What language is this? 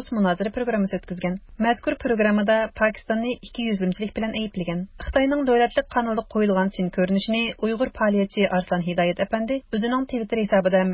Uyghur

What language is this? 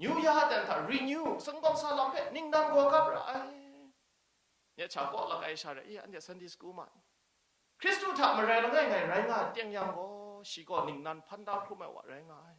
Kachin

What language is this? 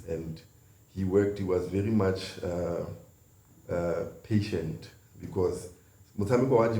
Tswana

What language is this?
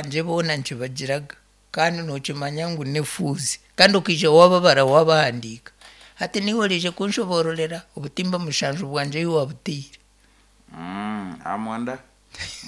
Nyankole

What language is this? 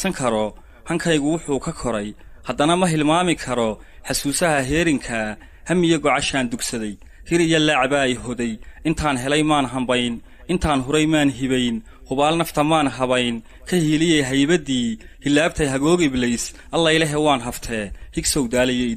Somali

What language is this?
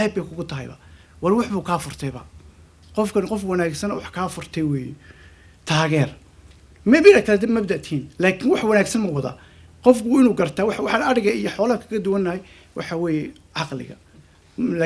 Somali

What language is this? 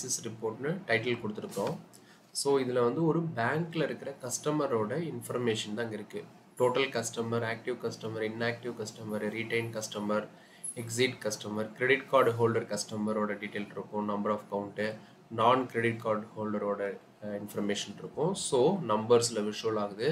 Tamil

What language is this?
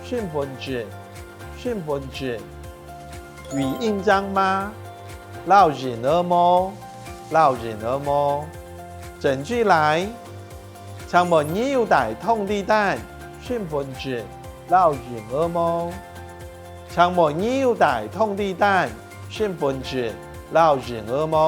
Hakka Chinese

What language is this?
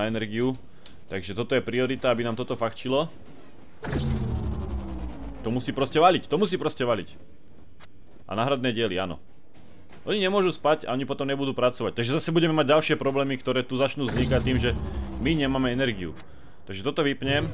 Slovak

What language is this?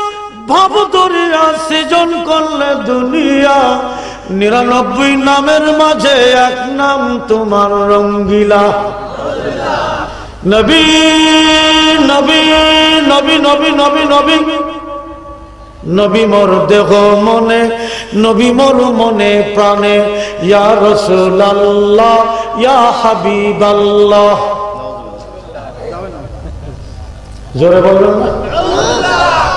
Bangla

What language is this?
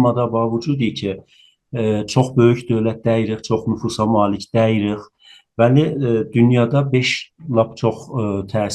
South Azerbaijani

